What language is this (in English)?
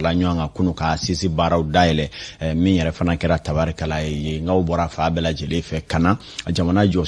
Bambara